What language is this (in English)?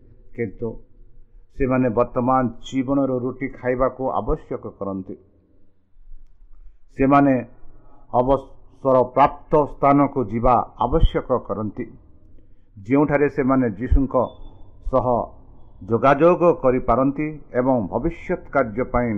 Odia